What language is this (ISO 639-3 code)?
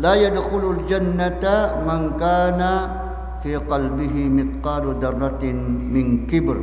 mrw